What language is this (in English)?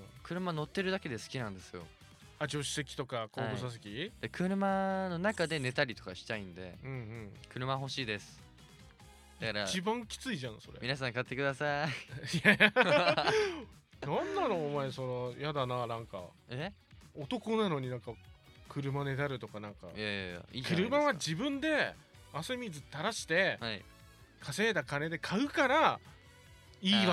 Japanese